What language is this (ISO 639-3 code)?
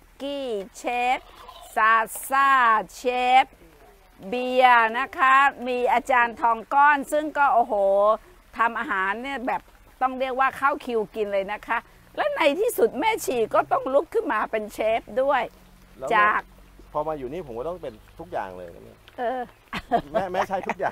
tha